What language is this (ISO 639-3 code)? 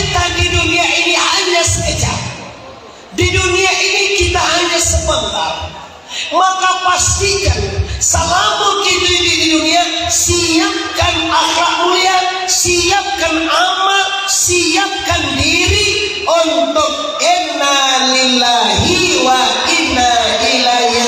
min